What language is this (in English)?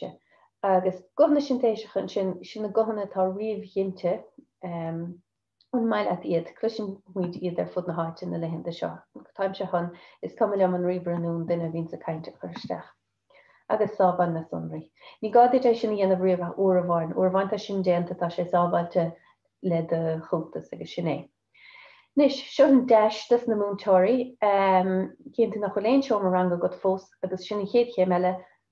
Irish